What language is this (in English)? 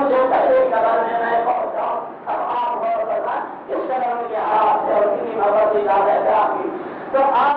Urdu